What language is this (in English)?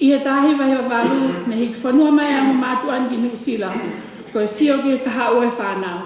Tongan